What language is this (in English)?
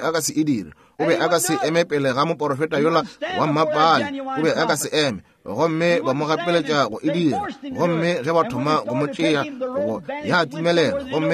Northern Sotho